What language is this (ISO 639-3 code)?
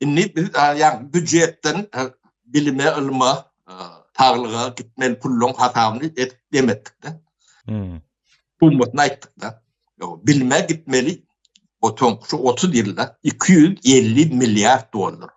tuk